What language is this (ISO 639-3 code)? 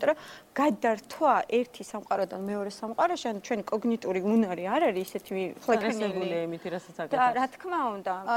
kat